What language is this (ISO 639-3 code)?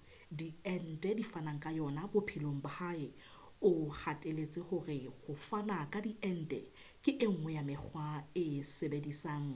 sot